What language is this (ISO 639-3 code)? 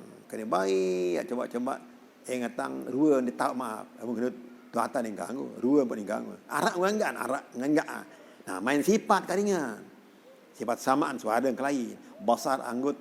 sas